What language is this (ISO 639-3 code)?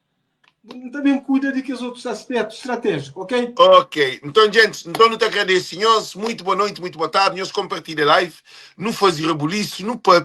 kea